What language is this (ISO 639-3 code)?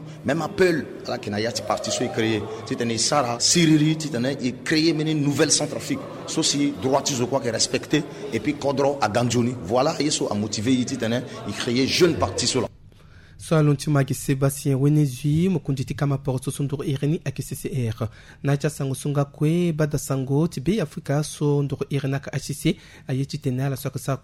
sag